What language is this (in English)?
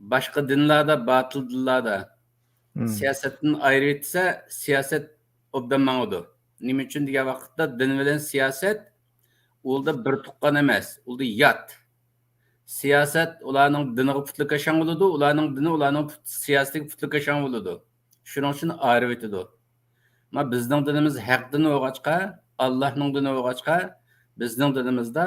Uyghur